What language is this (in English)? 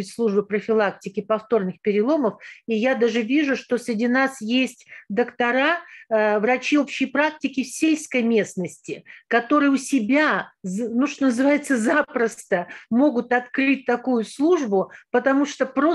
Russian